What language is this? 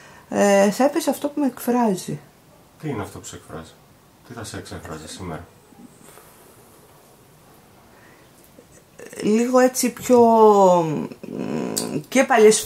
Greek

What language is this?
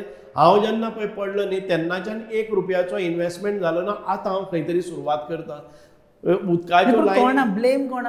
Konkani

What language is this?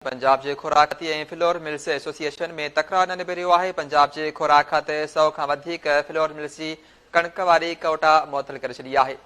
Sindhi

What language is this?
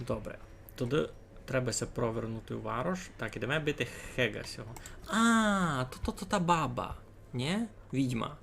Rusyn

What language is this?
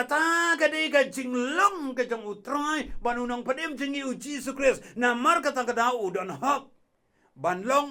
Khasi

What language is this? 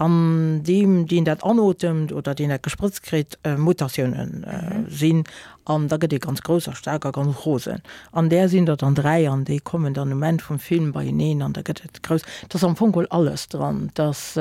Luxembourgish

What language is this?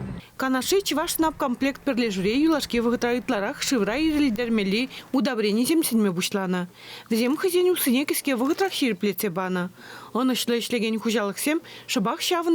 Chuvash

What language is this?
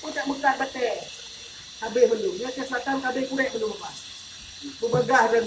Achinese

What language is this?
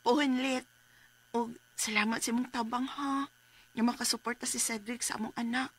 Cebuano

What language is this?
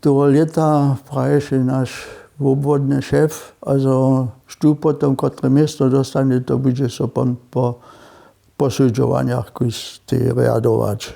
Upper Sorbian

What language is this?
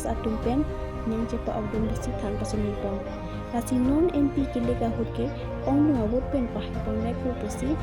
Karbi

